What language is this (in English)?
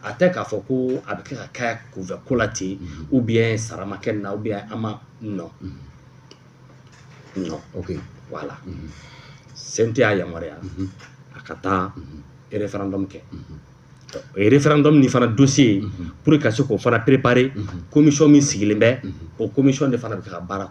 Bambara